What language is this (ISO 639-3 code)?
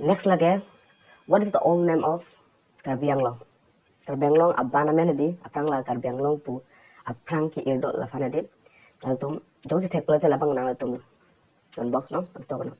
mjw